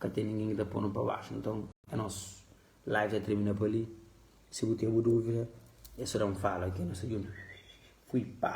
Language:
Kabuverdianu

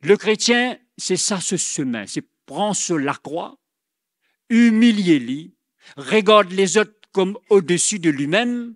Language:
Morisyen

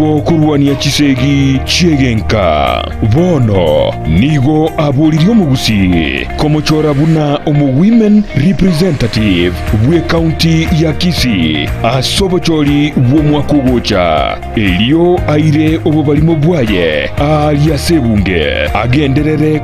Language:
Gusii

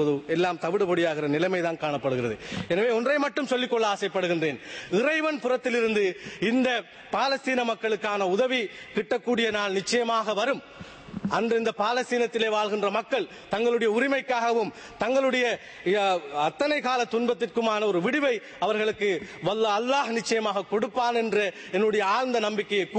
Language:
Tamil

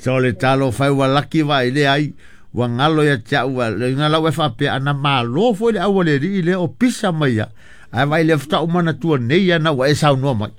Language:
Samoan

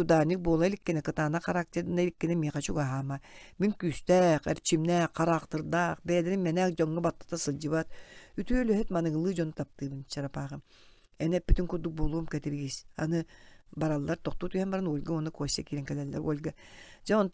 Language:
Yakut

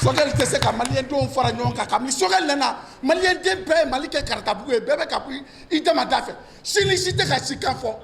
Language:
Bambara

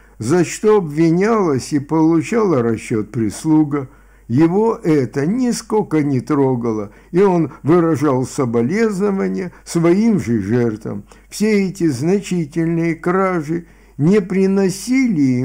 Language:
Russian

